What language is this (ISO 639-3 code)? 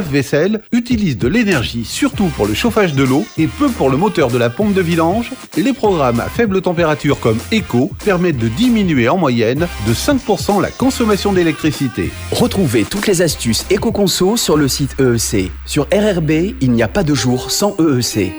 fra